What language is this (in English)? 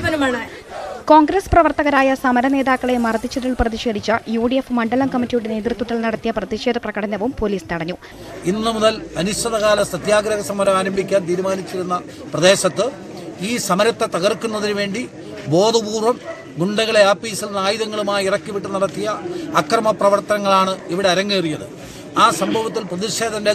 Malayalam